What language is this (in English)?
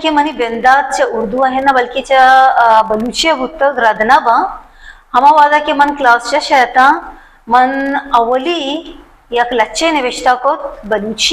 Baluchi